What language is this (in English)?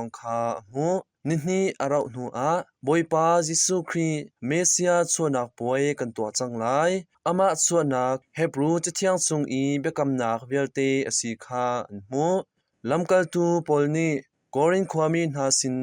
Hakha Chin